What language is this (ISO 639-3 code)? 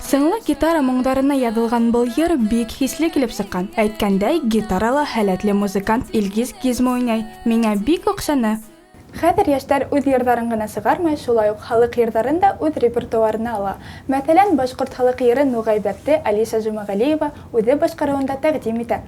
bak